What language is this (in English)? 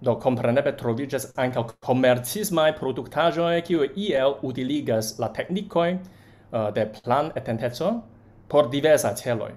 Esperanto